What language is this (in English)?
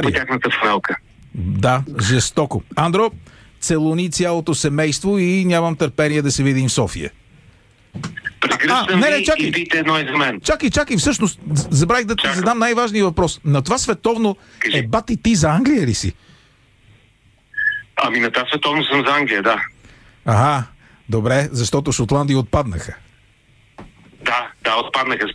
Bulgarian